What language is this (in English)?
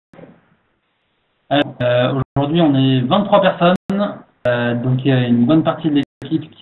French